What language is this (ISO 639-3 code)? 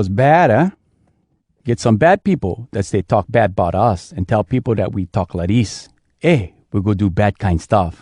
hwc